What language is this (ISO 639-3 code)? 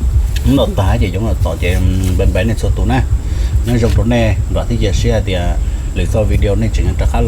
hmn